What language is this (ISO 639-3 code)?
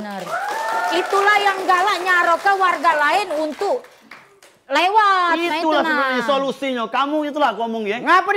mui